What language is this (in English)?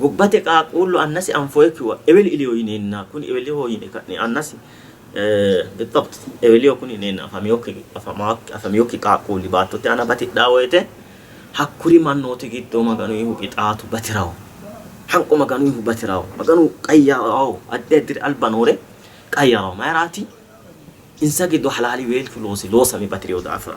Sidamo